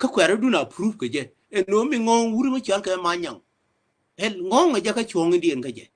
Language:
Nuer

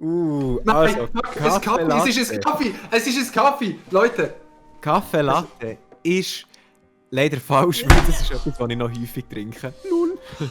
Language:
Swiss German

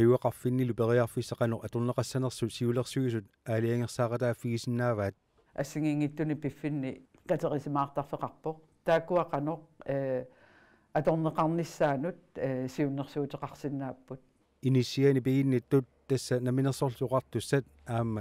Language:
Kalaallisut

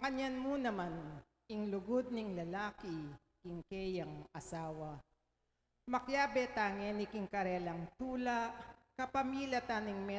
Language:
Pampanga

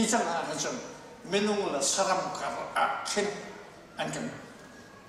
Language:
Hakha Chin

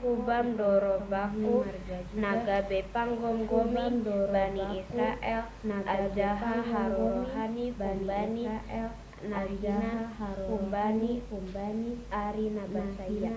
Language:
Batak Simalungun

